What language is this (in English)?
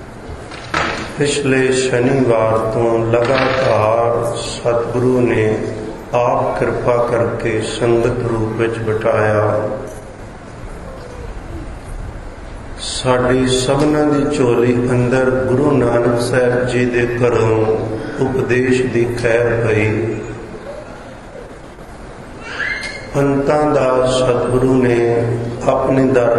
Punjabi